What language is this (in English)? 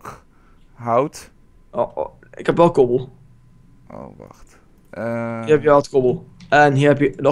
Dutch